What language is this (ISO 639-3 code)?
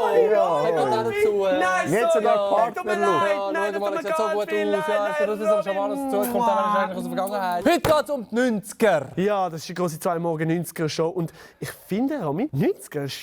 gsw